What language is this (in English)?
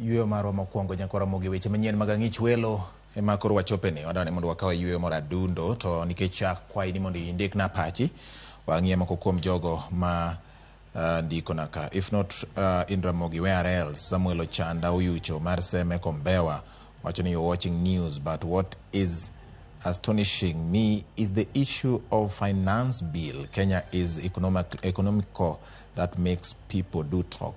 Luo (Kenya and Tanzania)